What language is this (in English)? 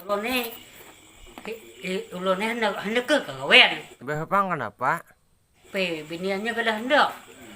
Banjar